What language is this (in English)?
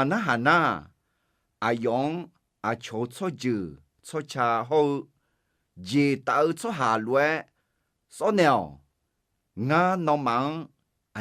Akha